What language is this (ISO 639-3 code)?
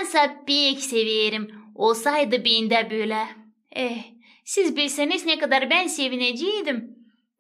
gag